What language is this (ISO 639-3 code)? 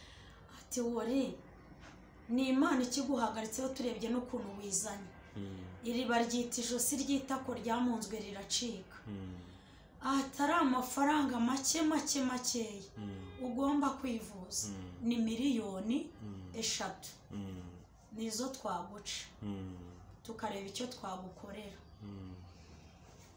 kin